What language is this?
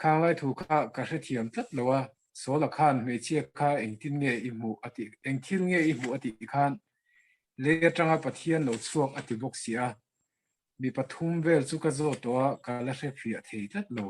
Mizo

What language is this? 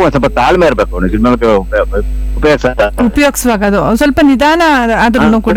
Kannada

